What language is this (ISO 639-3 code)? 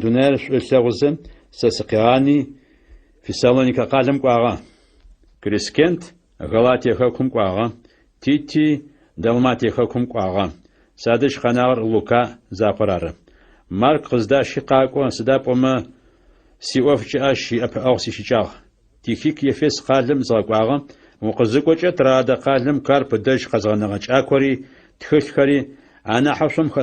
ady